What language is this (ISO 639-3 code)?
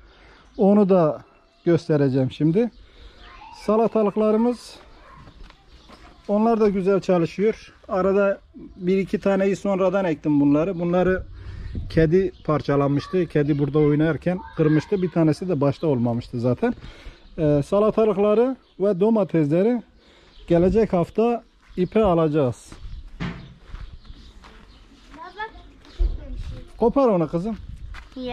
tur